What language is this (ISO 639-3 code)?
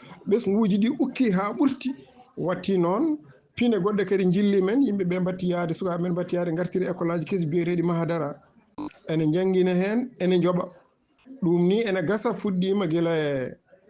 ful